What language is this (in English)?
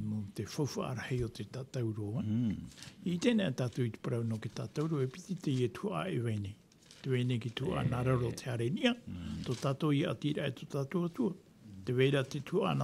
Tahitian